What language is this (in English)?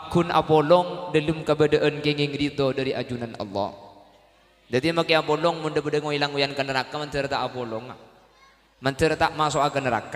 Madurese